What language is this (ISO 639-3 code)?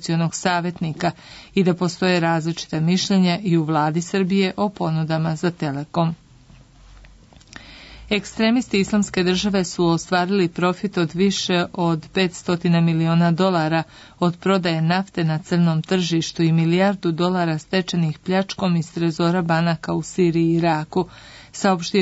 srp